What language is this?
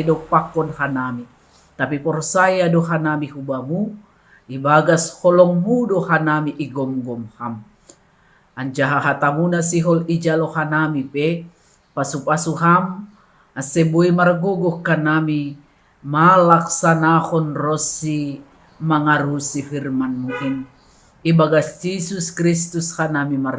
Batak Simalungun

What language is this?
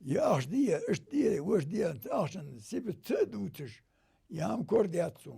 Ingush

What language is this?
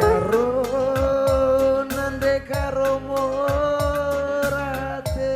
Batak Karo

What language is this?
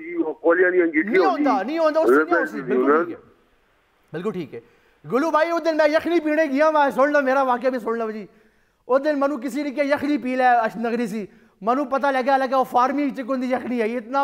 Urdu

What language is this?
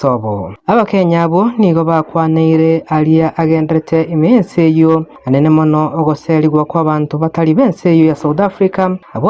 Gusii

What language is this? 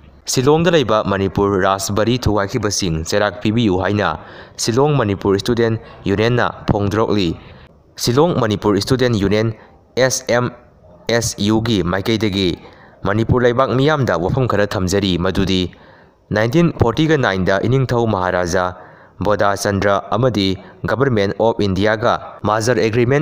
Manipuri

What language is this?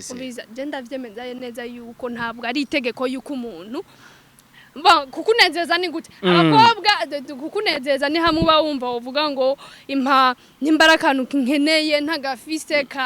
Rundi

